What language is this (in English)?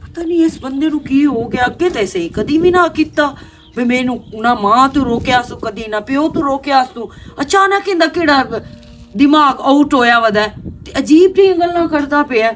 Western Panjabi